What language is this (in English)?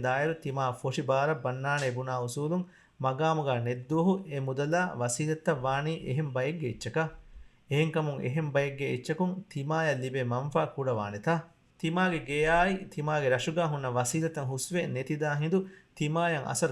Divehi